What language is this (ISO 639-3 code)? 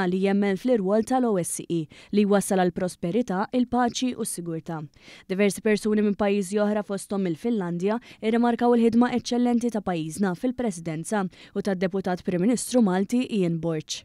mlt